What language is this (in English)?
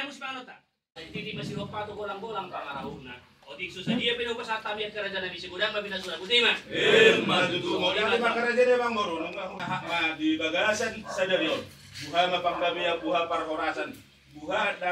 Batak Toba